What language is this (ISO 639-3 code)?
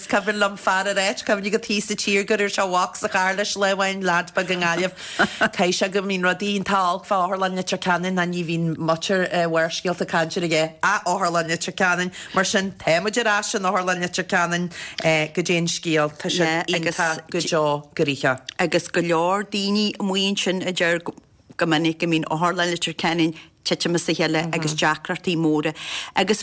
gle